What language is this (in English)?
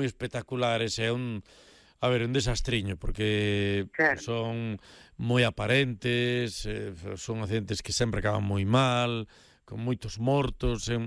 Galician